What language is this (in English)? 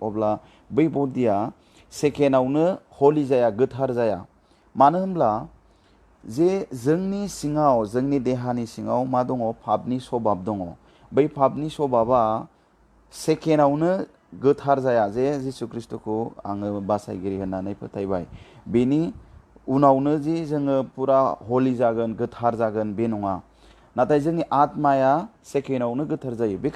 Bodo